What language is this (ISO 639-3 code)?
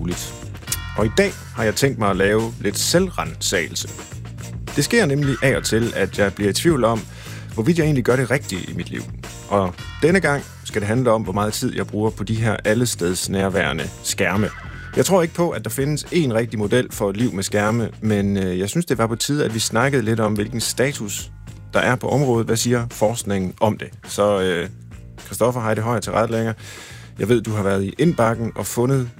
dan